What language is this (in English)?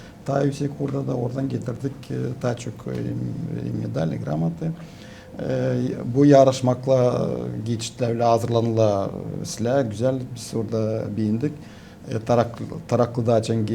Gagauz